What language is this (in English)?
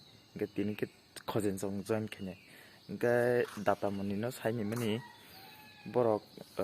Kok Borok